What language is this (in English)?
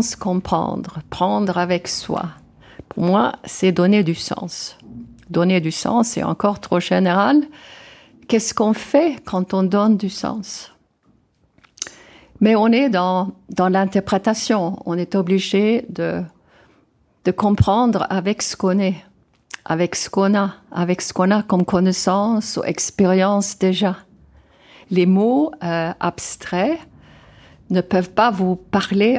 French